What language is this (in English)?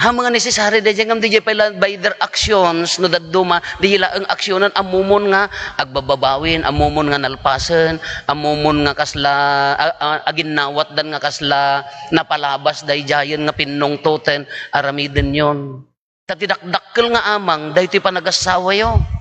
Iloko